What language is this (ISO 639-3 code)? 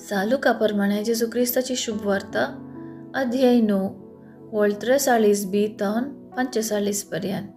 kok